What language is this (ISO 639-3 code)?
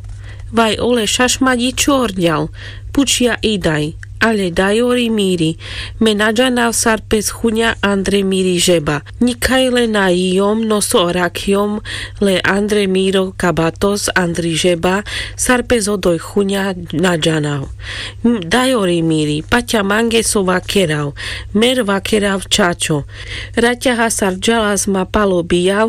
rmc